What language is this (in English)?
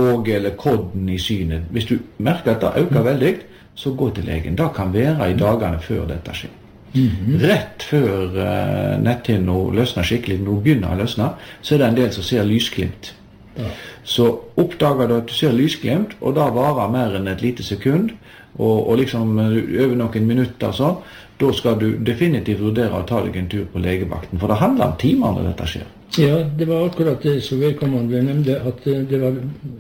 Norwegian